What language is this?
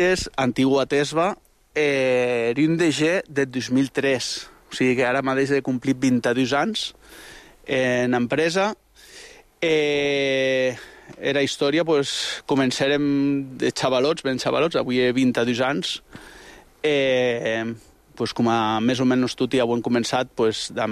Catalan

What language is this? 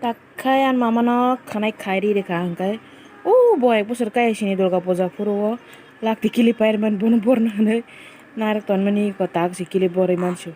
Kok Borok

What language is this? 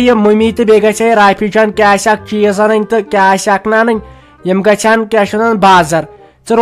Kashmiri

